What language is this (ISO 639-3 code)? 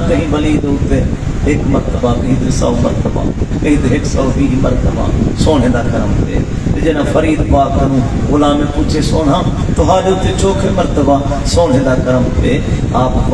skr